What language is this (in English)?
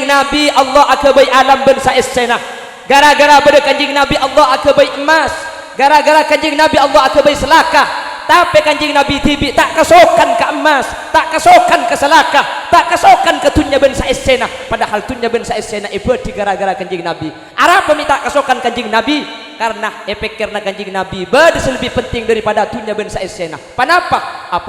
Madurese